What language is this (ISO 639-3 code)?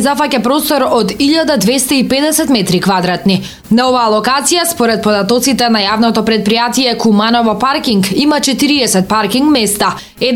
mkd